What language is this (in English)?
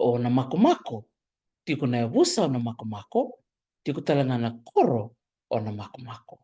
Fijian